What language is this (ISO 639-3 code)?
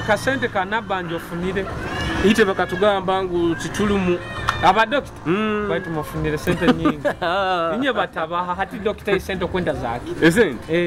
nyo